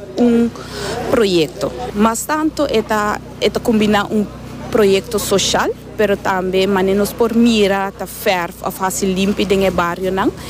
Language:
Papiamento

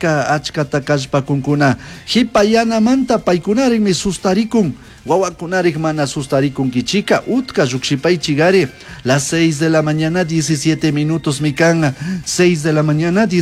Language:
Chimborazo Highland Quichua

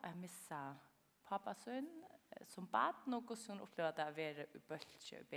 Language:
Faroese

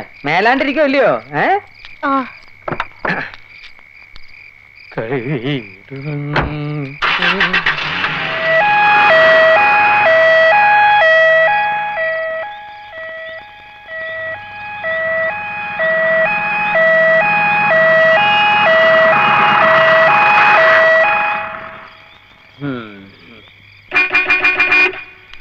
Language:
Malayalam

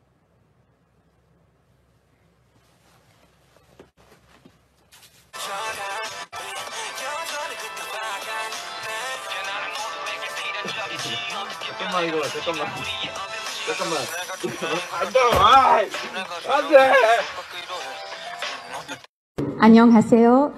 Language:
Korean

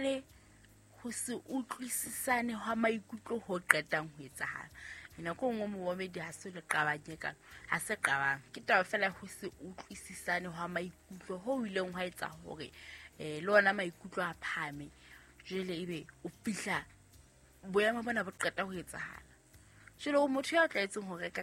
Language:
Southern Sotho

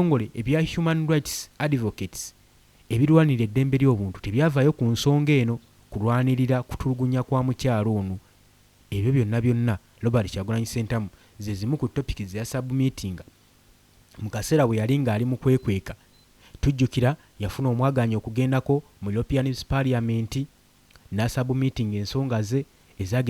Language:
Ganda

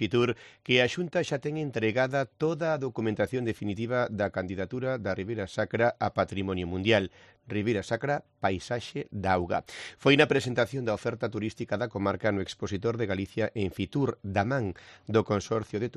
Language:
Galician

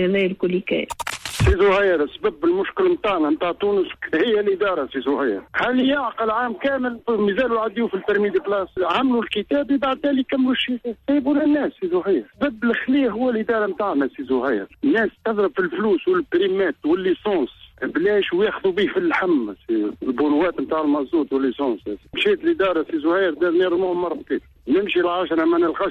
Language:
Tunisian Arabic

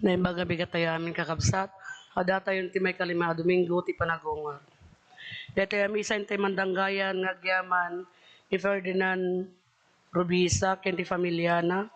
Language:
Iloko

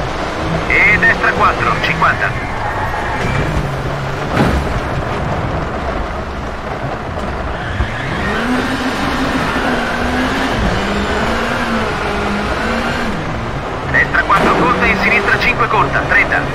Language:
Italian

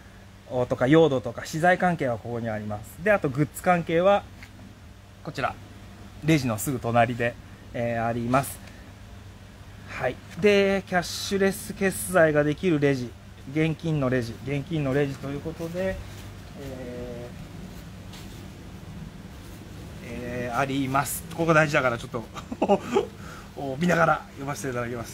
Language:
Japanese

